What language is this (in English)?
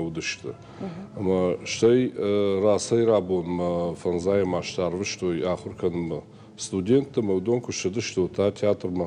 Ossetic